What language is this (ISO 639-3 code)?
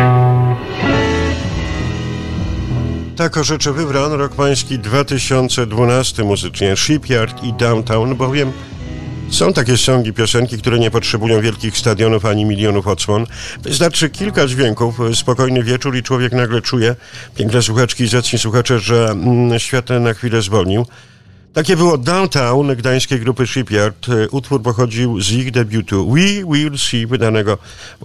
pol